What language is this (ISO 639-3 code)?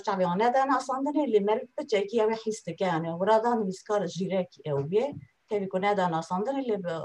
kur